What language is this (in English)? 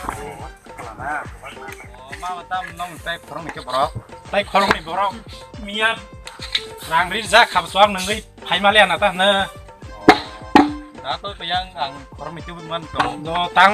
Kok Borok